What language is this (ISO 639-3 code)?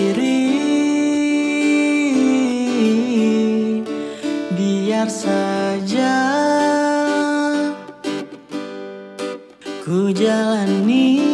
ind